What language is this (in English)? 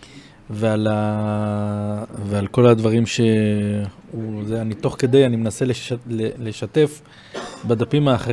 Hebrew